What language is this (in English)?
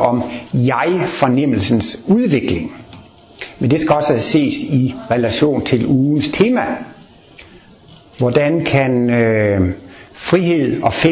Danish